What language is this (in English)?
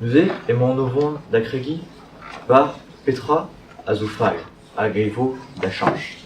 Breton